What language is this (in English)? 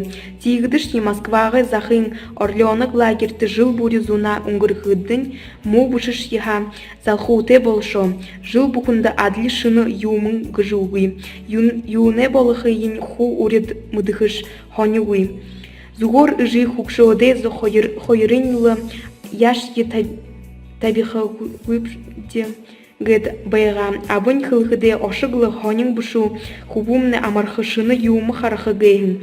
Buriat